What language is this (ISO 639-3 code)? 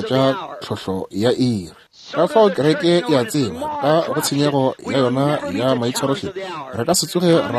nso